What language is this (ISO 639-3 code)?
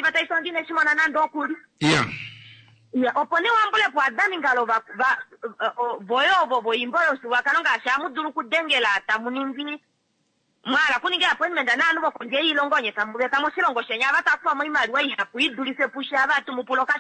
kua